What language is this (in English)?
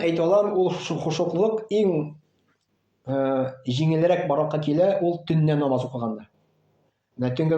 Tatar